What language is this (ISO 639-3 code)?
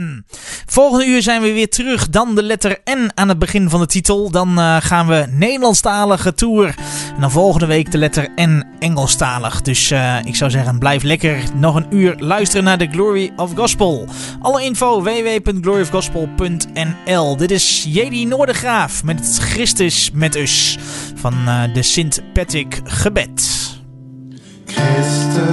nld